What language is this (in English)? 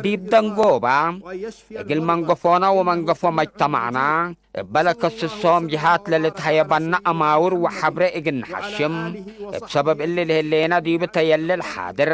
Tigre